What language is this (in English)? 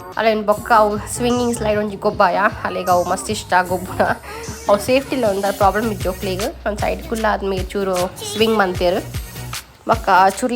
Tulu